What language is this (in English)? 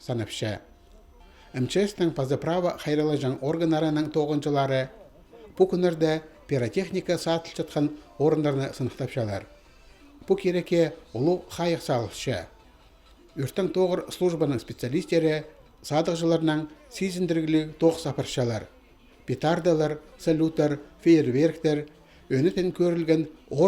Khakas